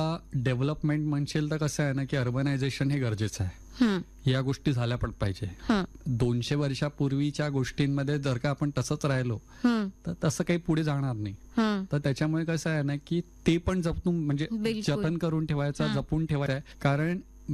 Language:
Marathi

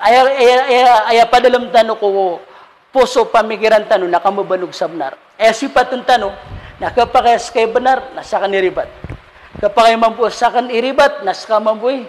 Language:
Maranao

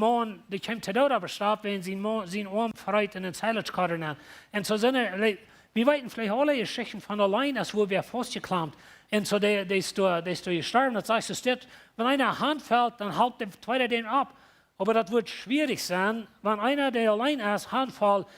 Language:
Plautdietsch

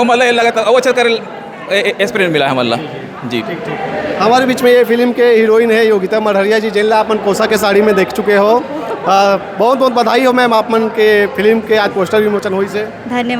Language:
Chhattisgarhi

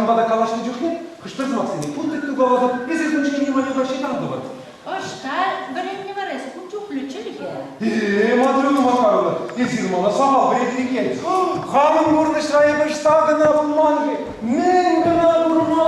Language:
Chuvash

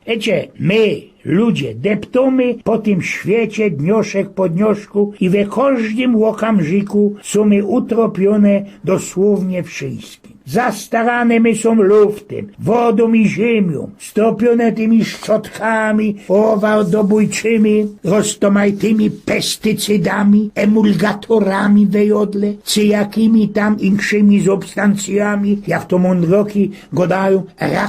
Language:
Silesian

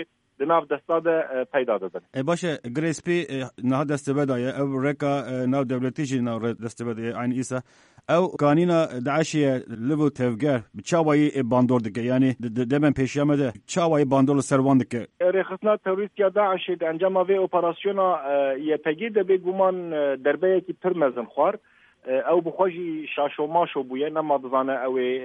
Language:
Kurdish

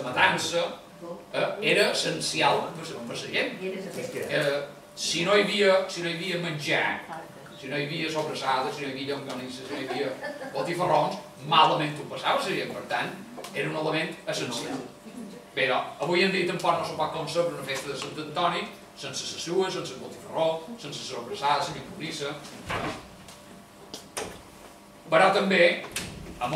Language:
Catalan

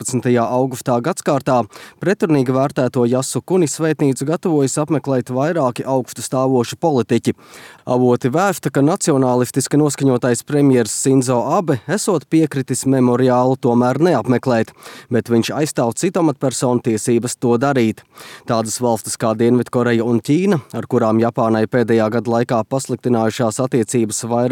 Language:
Latvian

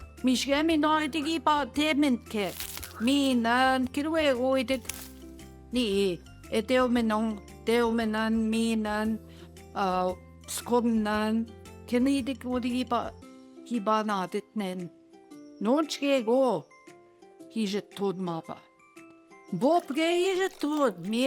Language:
Central Ojibwa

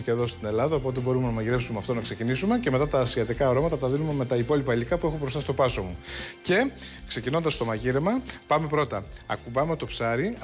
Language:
Greek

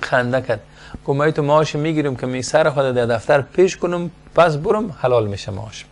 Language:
Persian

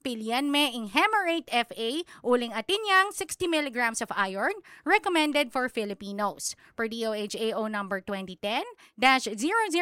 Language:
Pampanga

